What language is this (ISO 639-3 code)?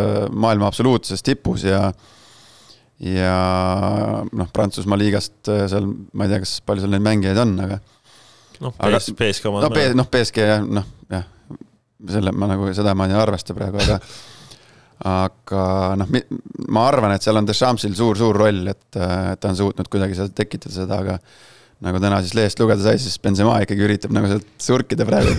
est